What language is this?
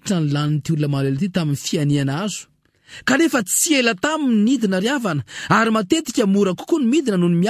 Malagasy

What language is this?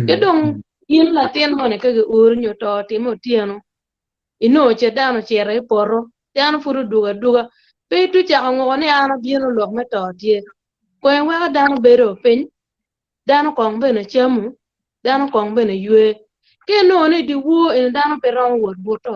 Acoli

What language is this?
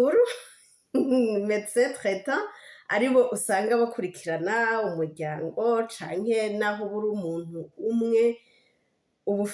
Rundi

